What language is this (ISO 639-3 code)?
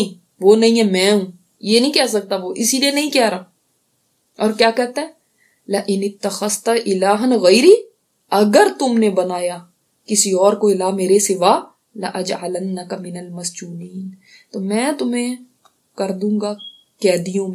urd